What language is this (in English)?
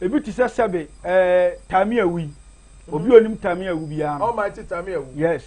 Akan